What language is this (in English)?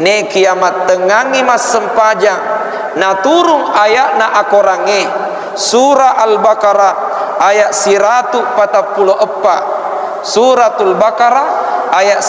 Buginese